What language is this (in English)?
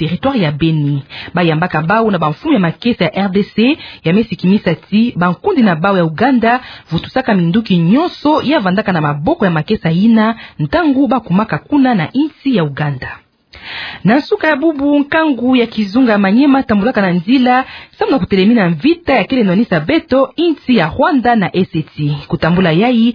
Kituba (Democratic Republic of Congo)